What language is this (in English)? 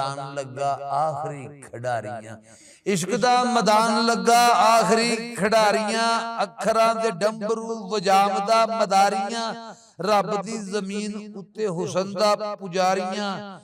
Western Panjabi